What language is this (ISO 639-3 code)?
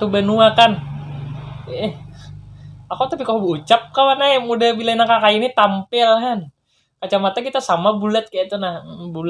bjn